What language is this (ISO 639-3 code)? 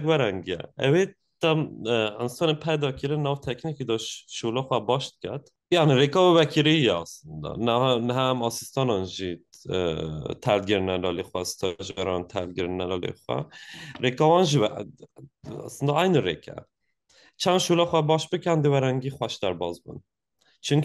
kur